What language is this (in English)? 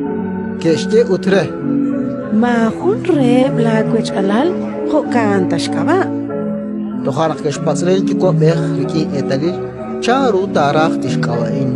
Kekchí